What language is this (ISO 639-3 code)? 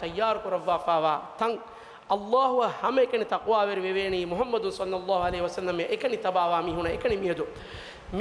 div